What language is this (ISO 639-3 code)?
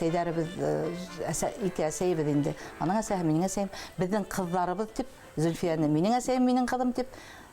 bak